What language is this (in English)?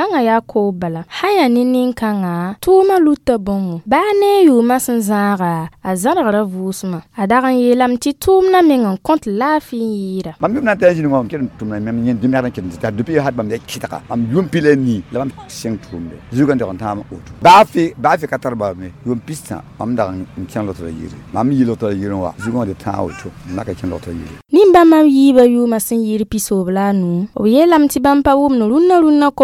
Mossi